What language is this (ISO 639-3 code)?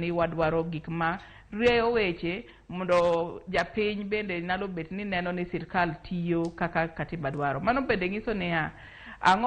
luo